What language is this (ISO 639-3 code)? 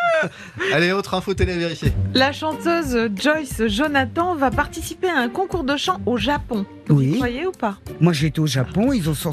fra